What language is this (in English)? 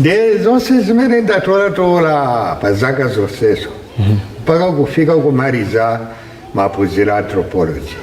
Nyanja